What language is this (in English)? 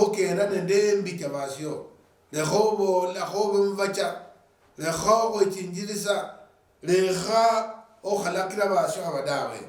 Luyia